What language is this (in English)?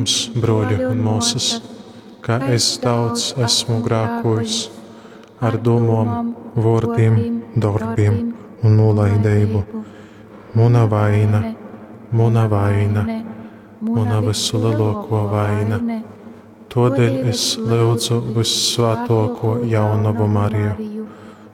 Latgalian